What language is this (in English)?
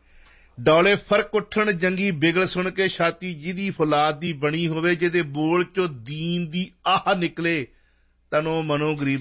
Punjabi